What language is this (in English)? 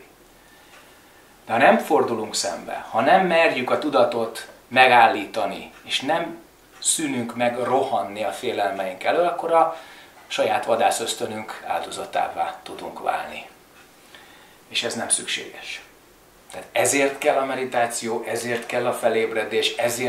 Hungarian